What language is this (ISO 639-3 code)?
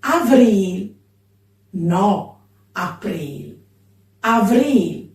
fur